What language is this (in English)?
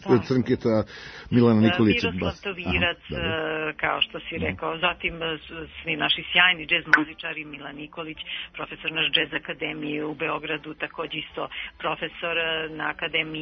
Serbian